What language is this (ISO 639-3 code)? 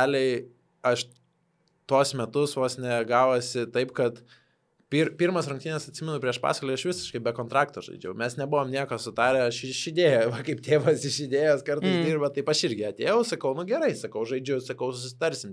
lit